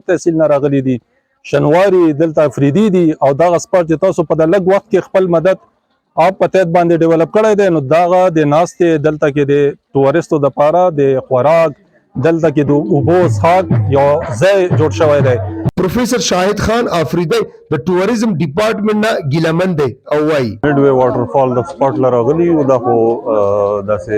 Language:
Pashto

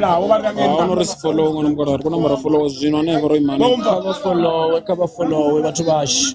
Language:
Venda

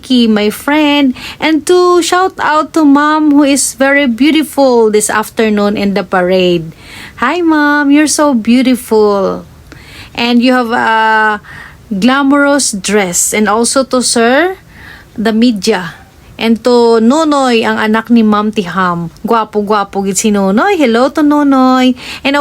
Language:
Hiligaynon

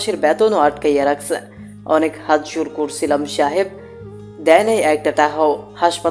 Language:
Bangla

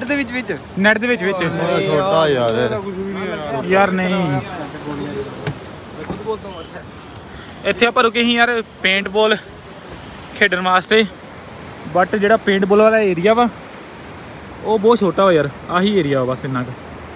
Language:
Punjabi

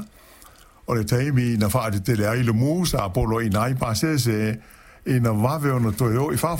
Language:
Samoan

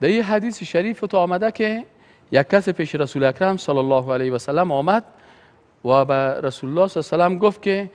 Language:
Persian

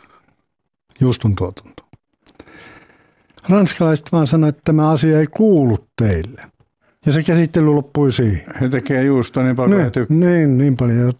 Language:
Finnish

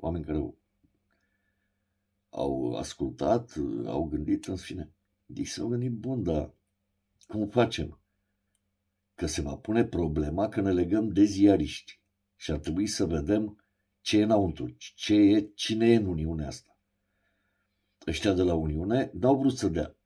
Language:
Romanian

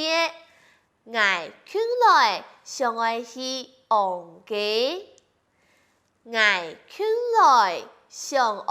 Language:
Hakka Chinese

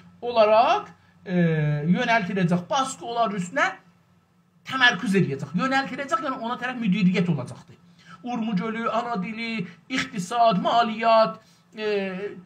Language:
South Azerbaijani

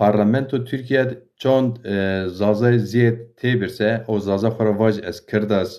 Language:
Zaza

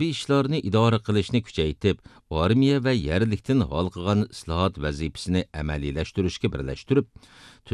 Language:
Uyghur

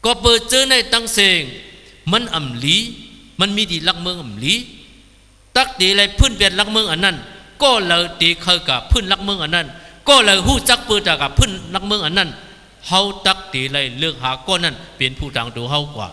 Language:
Shan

